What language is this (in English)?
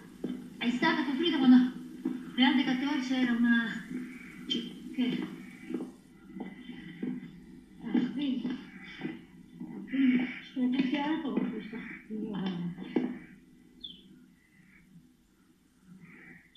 Italian